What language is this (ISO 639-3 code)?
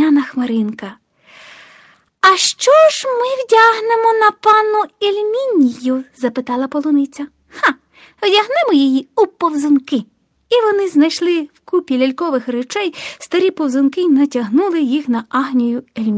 ukr